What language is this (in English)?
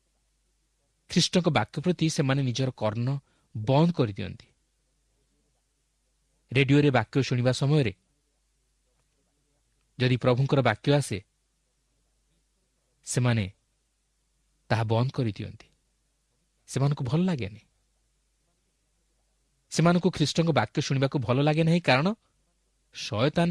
Odia